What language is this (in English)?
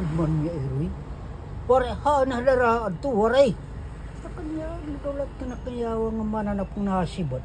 Waray